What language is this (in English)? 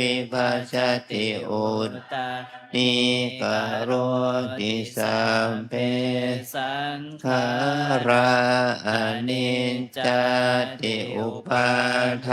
Pali